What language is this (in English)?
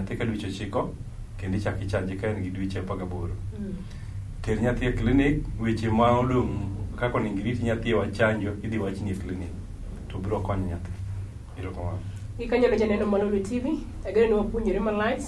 Luo (Kenya and Tanzania)